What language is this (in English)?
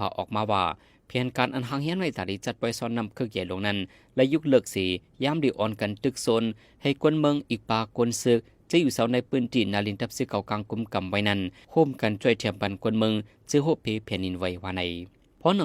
Shan